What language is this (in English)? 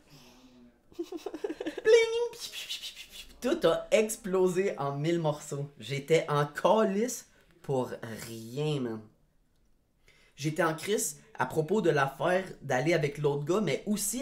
French